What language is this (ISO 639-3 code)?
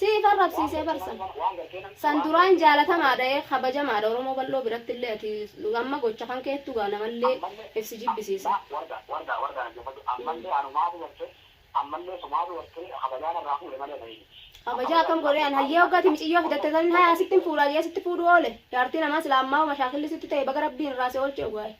orm